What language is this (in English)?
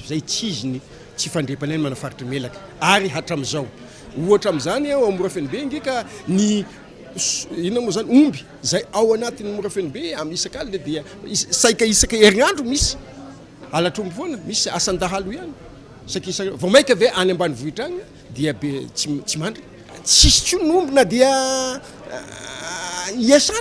Malagasy